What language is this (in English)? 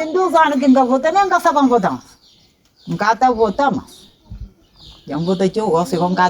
Kabuverdianu